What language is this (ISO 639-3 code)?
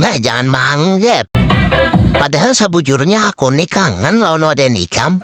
bjn